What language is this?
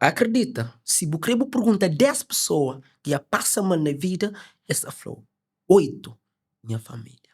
Kabuverdianu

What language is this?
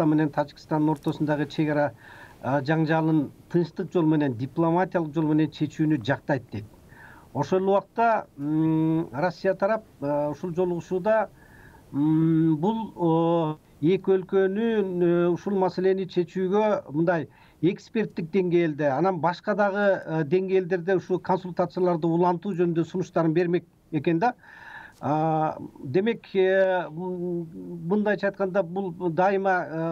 Kyrgyz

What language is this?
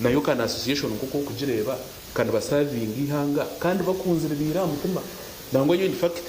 Nyankole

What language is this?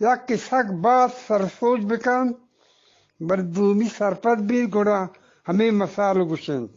Eastern Balochi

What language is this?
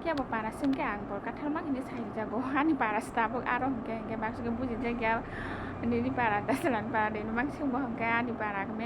Kok Borok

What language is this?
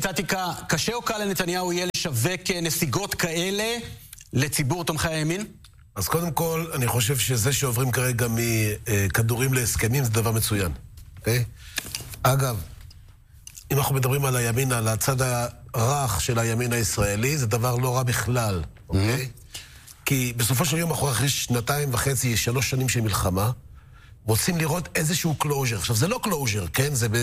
Hebrew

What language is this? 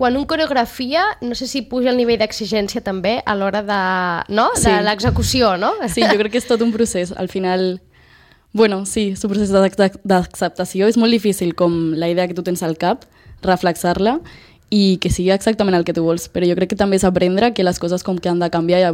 Catalan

